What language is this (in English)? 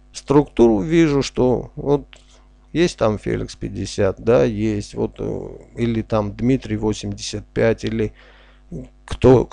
Russian